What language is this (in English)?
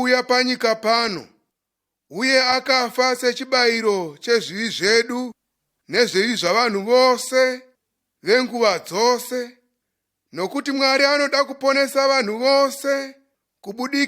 Shona